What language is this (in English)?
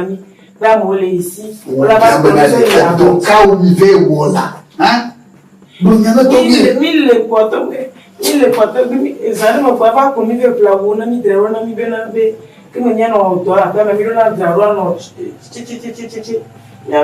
Ewe